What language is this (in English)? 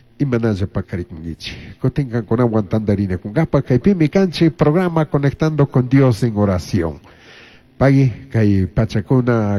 Chimborazo Highland Quichua